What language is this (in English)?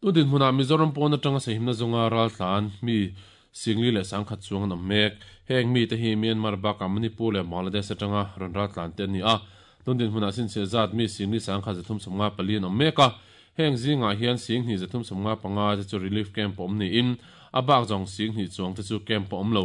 Mizo